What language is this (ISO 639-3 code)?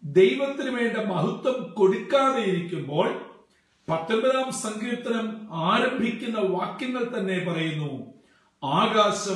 mal